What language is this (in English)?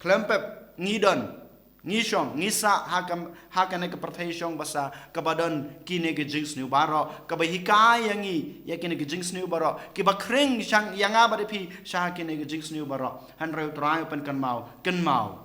Khasi